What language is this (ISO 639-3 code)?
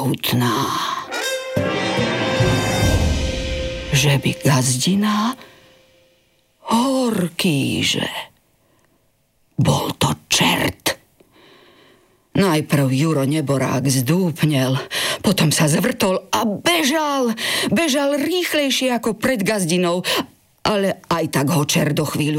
slk